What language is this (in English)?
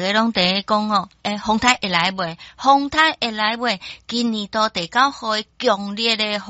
Min Nan Chinese